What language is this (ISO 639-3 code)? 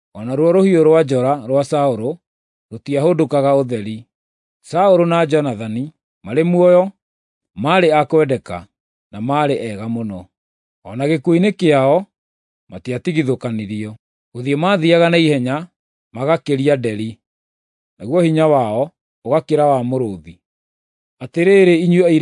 kik